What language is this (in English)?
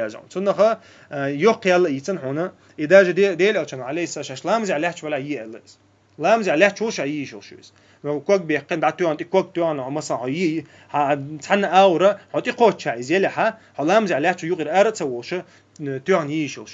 Chechen